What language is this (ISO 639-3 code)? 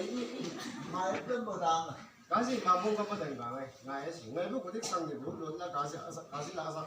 nbc